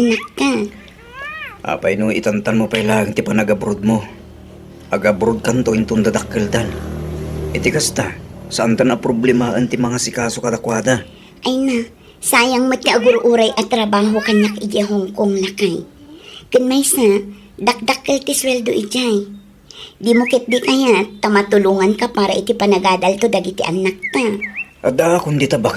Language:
Iloko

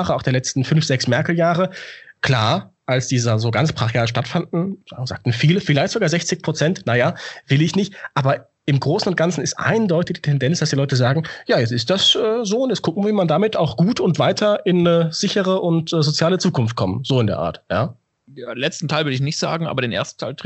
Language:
German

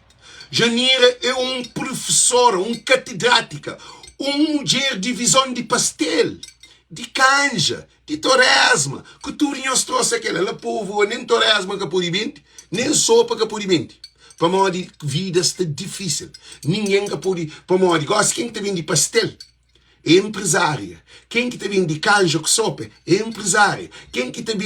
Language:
Kabuverdianu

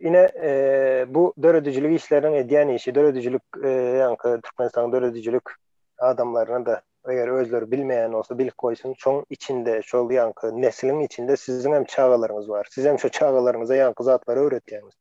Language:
Turkmen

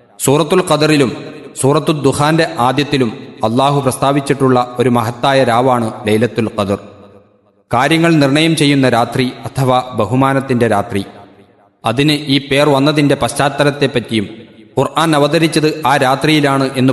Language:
Malayalam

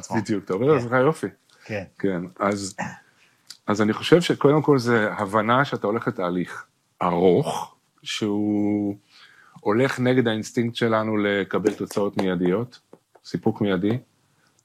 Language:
Hebrew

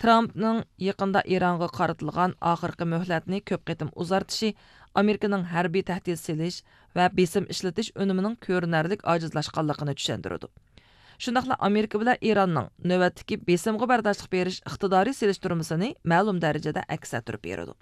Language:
Uyghur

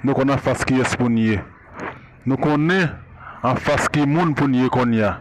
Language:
Haitian Creole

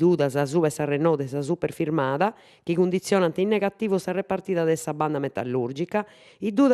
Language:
Sardinian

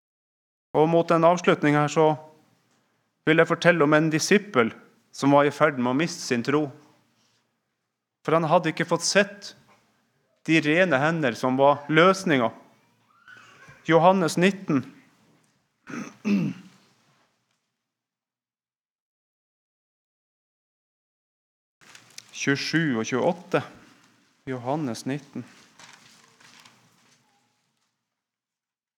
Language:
Norwegian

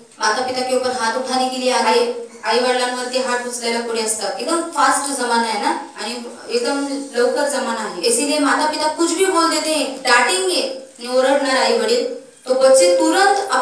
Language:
Marathi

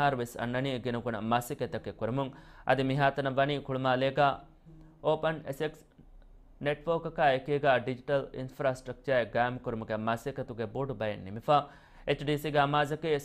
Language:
Divehi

